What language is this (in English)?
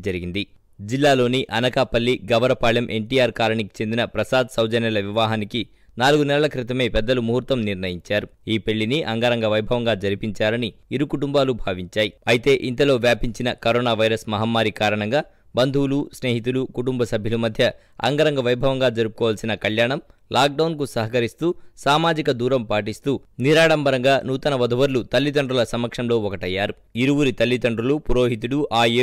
Telugu